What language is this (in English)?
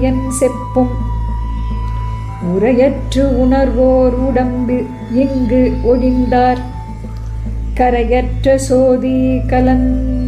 Tamil